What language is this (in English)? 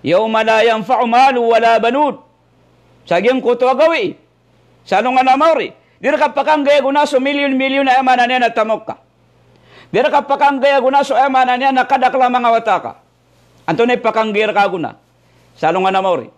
Maranao